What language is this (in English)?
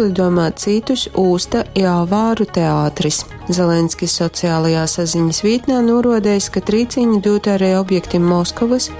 Latgalian